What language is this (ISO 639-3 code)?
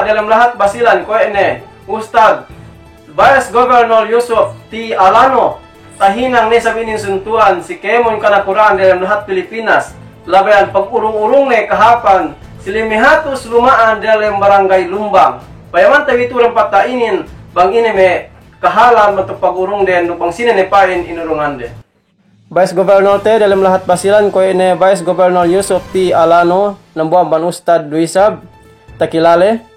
yka